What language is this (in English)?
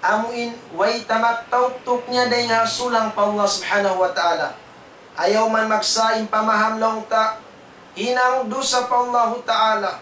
Tausug